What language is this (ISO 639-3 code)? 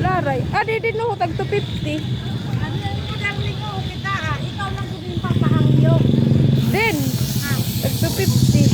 war